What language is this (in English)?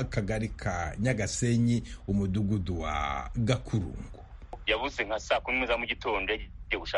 Kinyarwanda